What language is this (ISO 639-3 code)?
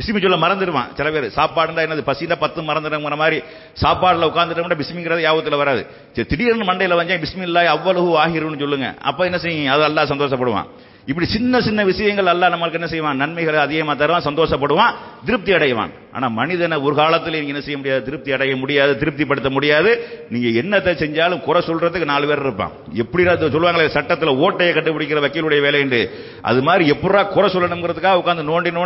tam